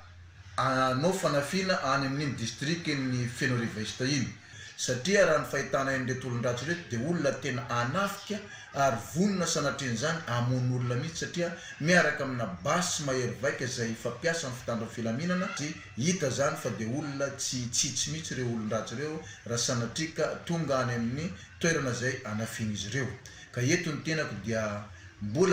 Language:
Malagasy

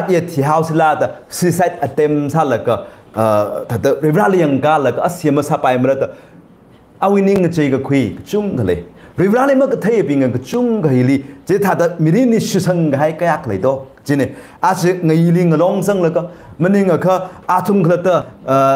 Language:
Tangkhul Naga (India)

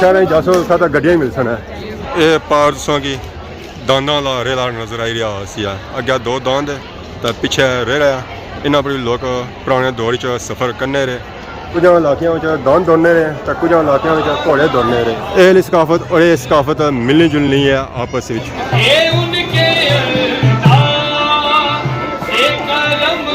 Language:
Pahari-Potwari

